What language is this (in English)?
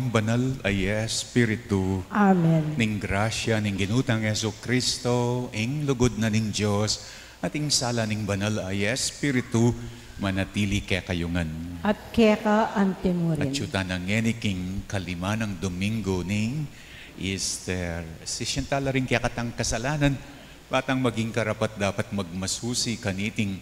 Pampanga